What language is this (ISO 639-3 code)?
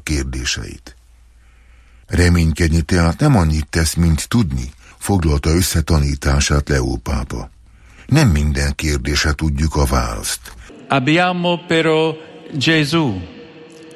hun